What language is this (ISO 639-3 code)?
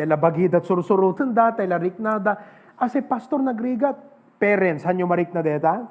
ilo